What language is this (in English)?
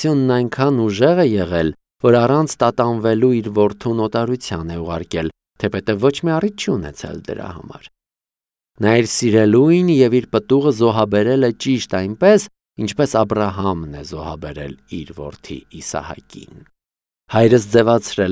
Armenian